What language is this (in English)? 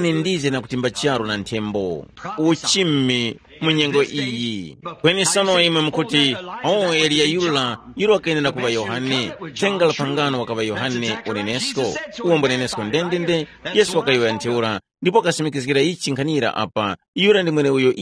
Tumbuka